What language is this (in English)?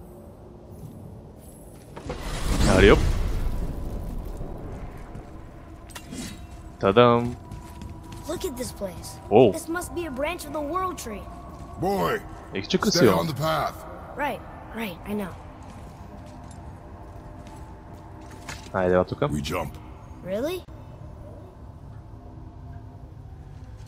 Bulgarian